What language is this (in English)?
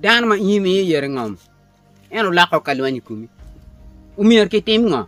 Acoli